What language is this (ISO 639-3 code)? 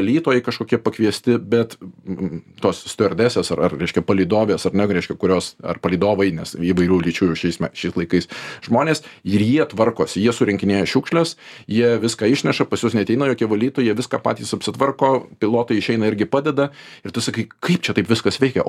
lit